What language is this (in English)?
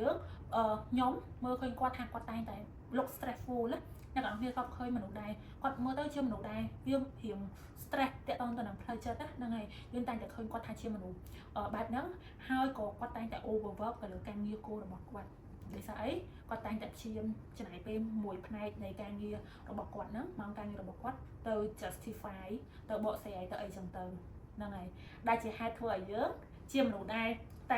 Khmer